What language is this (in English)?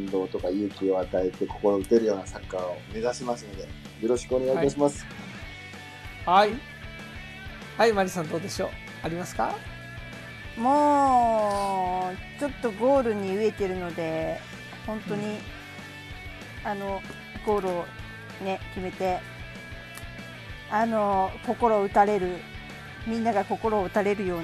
Japanese